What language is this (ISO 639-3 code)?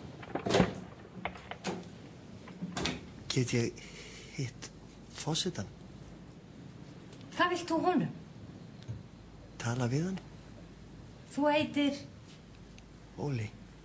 isl